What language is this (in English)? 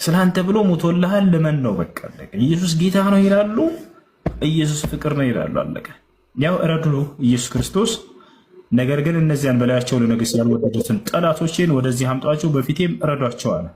Amharic